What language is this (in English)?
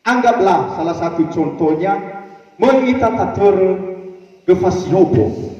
Nias